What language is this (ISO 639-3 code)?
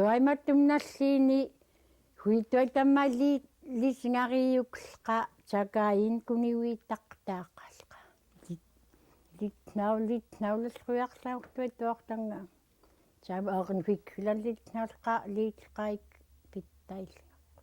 esu